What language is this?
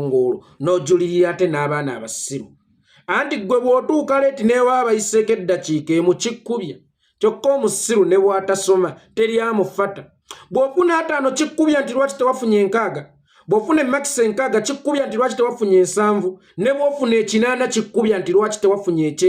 Ganda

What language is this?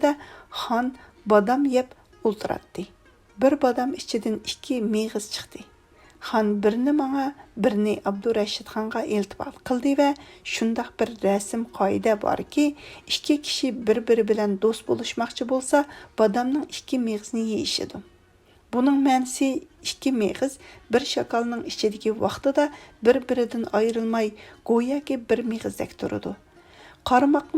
Uyghur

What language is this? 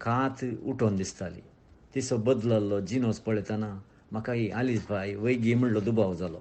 Konkani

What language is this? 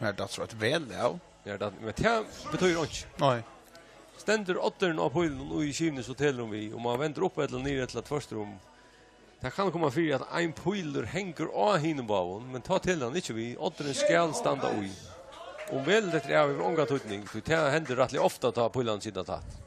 Faroese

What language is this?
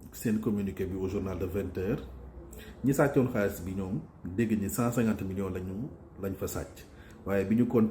Wolof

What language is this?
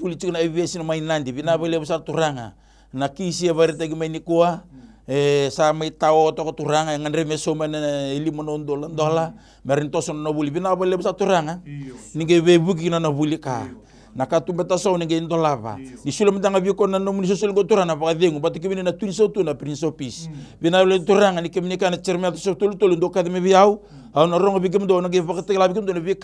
Fijian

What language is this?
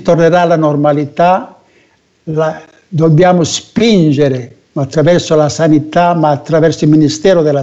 Italian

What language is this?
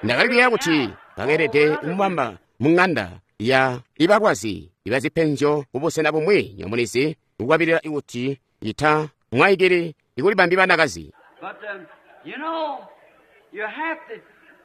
Tonga (Zambia)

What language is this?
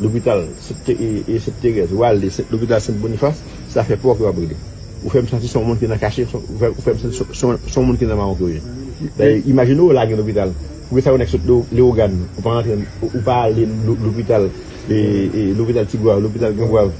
Haitian Creole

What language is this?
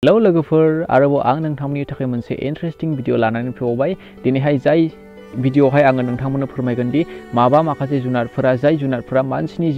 Bodo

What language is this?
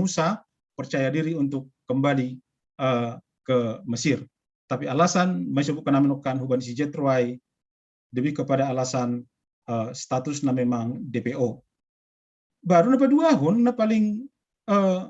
Batak Simalungun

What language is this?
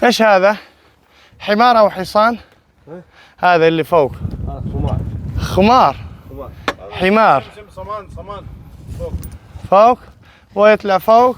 Tajik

